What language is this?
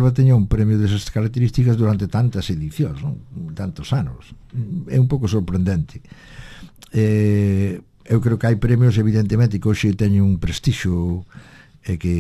Galician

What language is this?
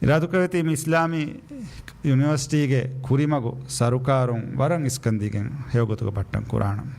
Divehi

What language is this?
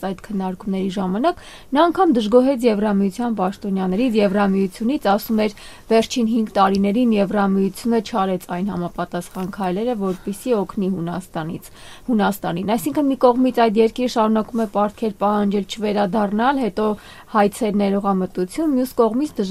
Armenian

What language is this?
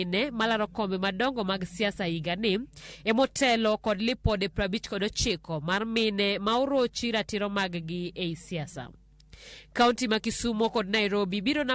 Luo (Kenya and Tanzania)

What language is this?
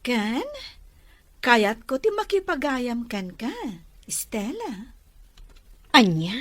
Iloko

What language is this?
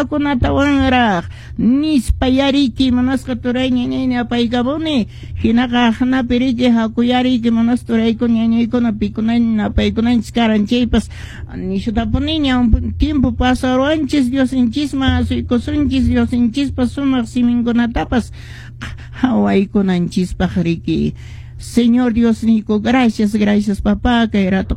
Quechua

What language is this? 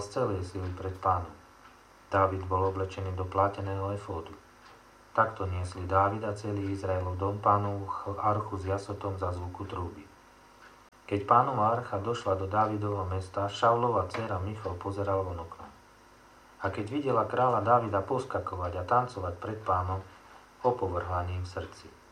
Slovak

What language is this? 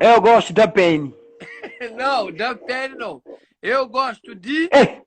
Kabuverdianu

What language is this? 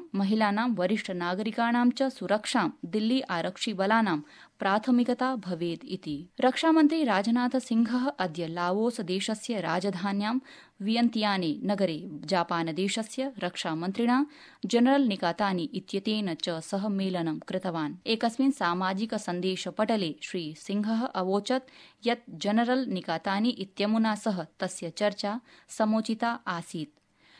Sanskrit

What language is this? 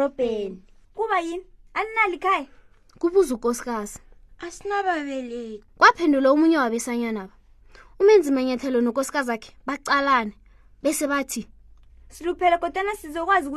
South Ndebele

